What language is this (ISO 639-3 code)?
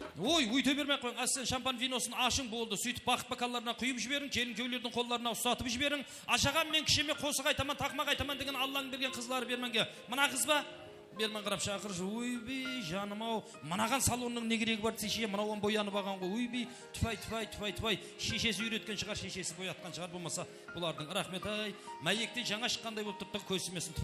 kaa